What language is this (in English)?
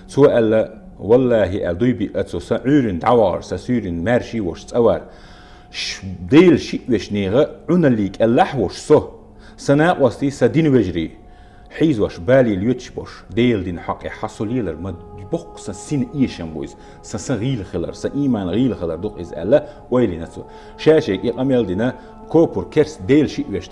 Chechen